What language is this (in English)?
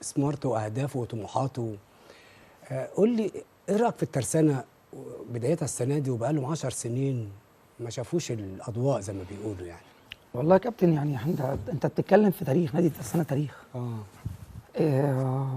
Egyptian Arabic